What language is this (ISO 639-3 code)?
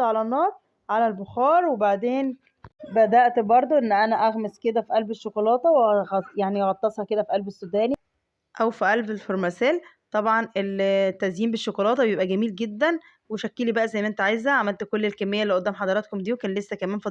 arz